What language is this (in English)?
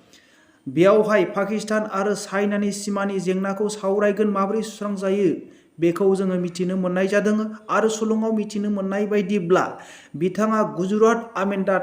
Bodo